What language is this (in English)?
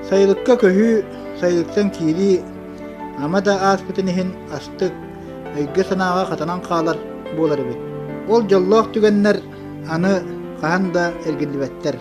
Yakut